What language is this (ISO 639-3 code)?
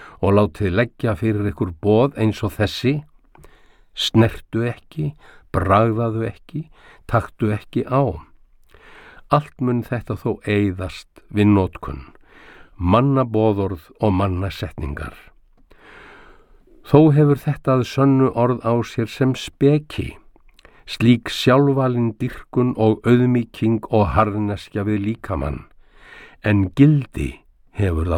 isl